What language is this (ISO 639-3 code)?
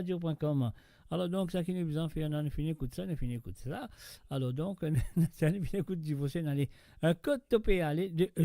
mfe